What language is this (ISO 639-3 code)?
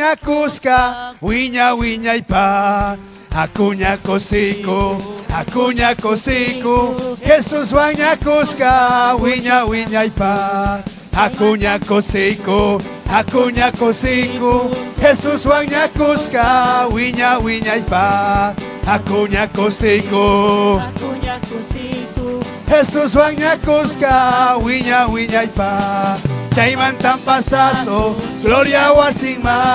quy